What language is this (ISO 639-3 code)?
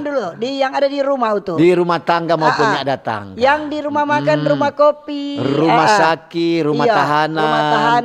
xmm